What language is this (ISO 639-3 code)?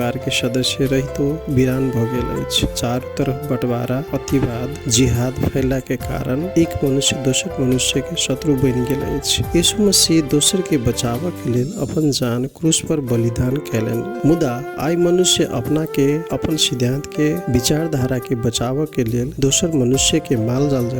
mai